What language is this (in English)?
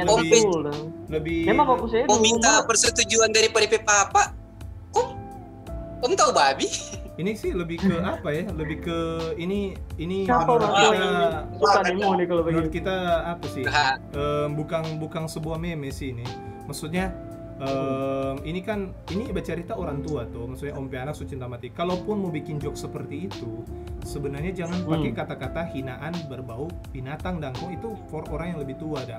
Manado Malay